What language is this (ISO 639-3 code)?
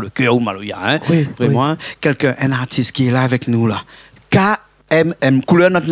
rcf